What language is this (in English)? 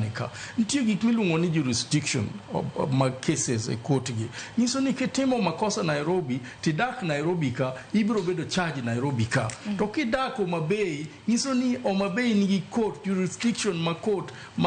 Luo (Kenya and Tanzania)